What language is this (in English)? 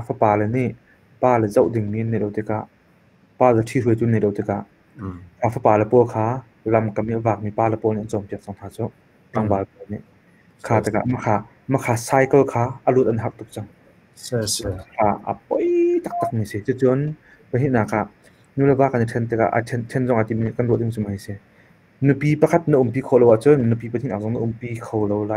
Hakha Chin